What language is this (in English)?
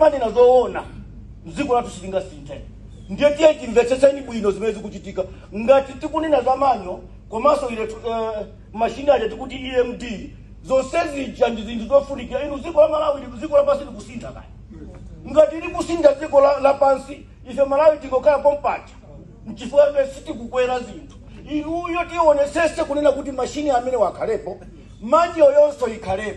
Nyanja